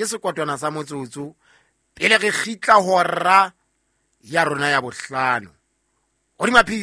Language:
Southern Sotho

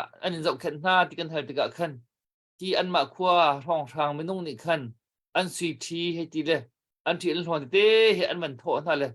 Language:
Hakha Chin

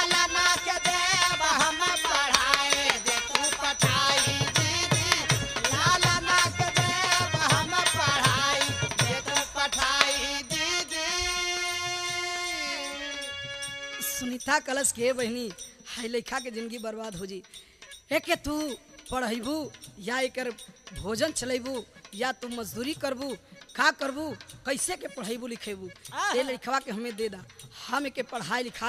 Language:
Bhojpuri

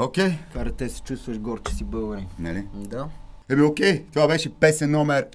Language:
Bulgarian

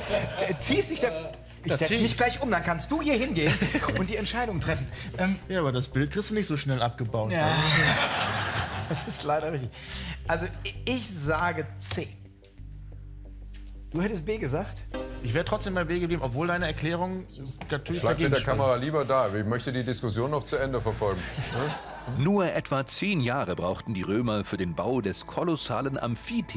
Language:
German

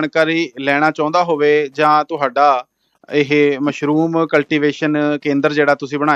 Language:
Punjabi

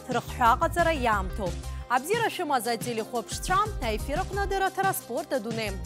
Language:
Abkhazian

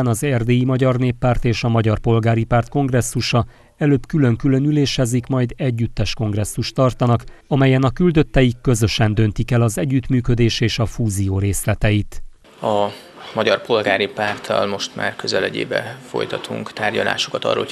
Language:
Hungarian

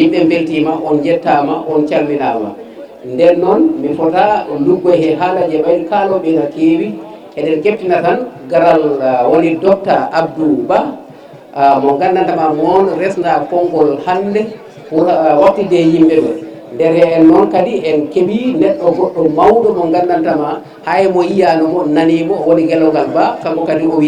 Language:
Fula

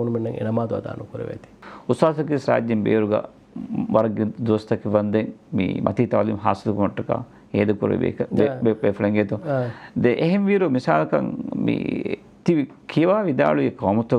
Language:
Divehi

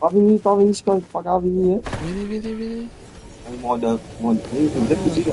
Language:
Morisyen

